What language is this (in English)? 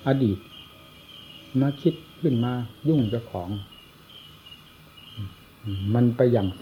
Thai